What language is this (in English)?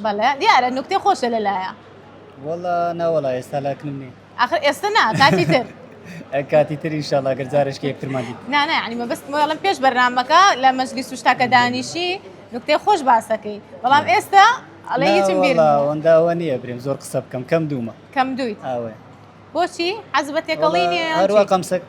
Central Kurdish